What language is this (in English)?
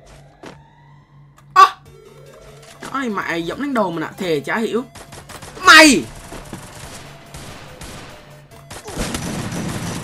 Vietnamese